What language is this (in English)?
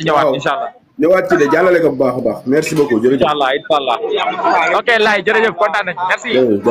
Wolof